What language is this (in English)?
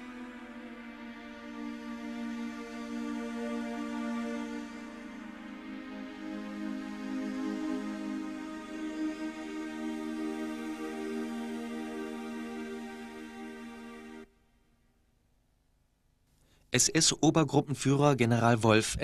German